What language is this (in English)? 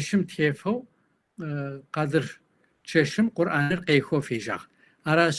Kabardian